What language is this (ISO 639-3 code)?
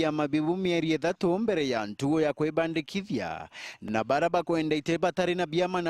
mer